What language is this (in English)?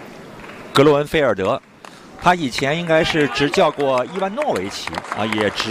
Chinese